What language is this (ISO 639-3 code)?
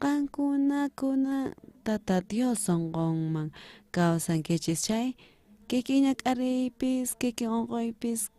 quh